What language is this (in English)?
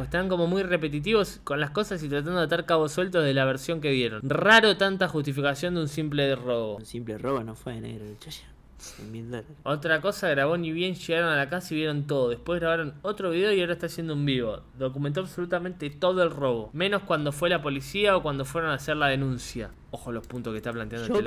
Spanish